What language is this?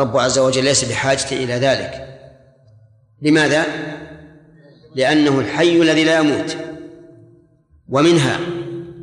Arabic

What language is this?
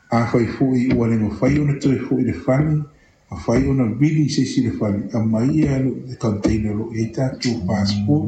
Samoan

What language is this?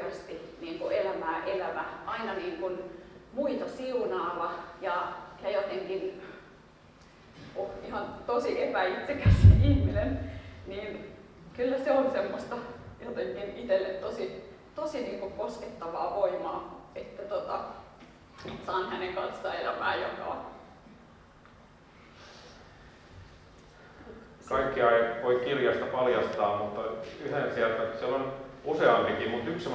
Finnish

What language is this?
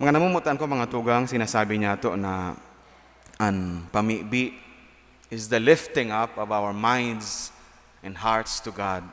Bikol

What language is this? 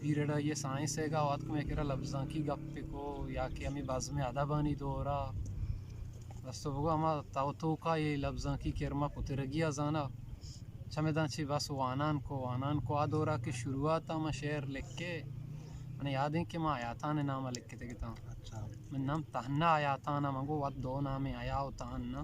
Eastern Balochi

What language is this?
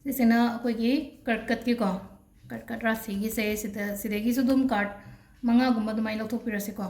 Manipuri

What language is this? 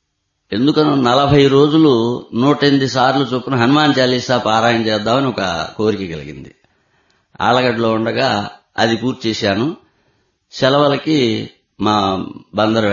Telugu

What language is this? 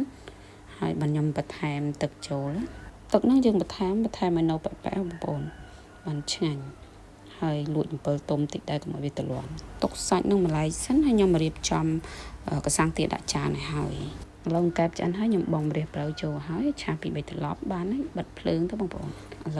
Khmer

